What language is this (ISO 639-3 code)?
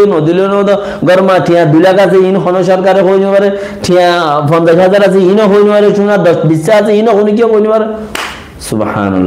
rhg